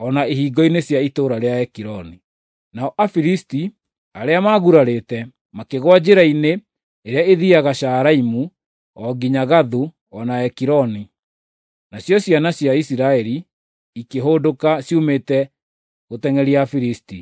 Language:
Kikuyu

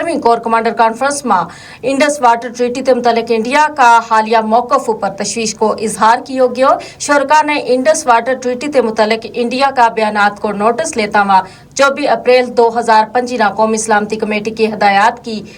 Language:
Gujari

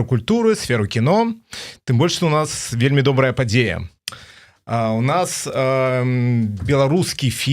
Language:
Belarusian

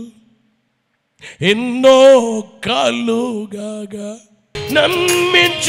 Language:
Telugu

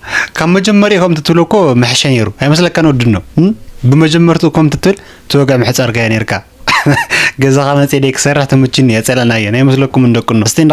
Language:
Tigrinya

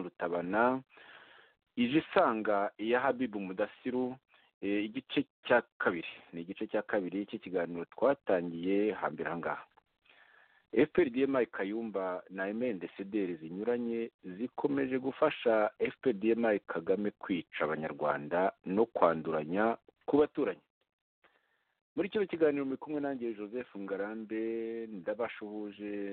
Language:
Kinyarwanda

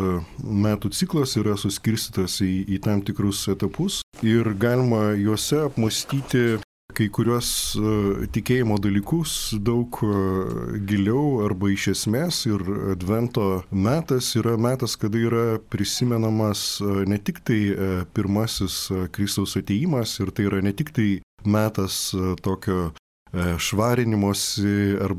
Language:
Lithuanian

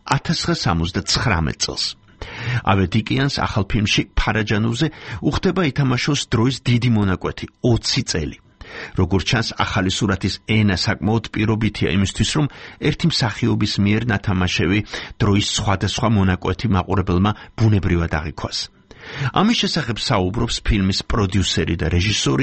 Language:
Georgian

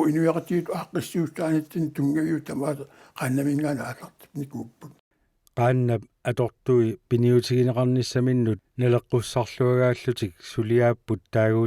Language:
Kalaallisut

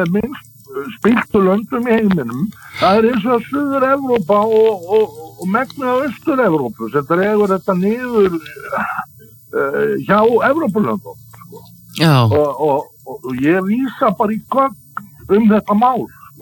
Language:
Icelandic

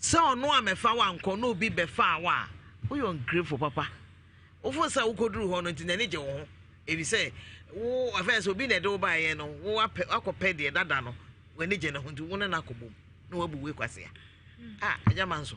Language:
Akan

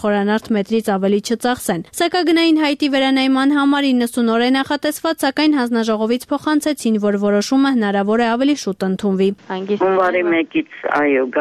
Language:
Armenian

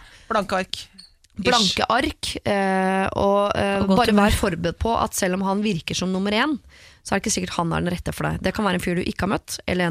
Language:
Norwegian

